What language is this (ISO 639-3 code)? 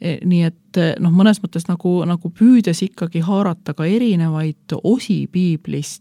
est